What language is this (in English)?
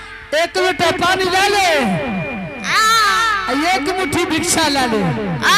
Angika